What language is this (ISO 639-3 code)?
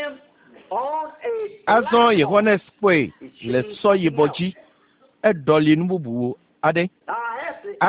ewe